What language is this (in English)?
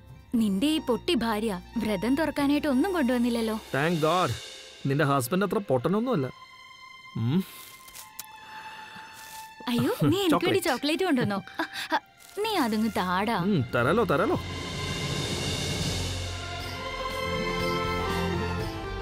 Malayalam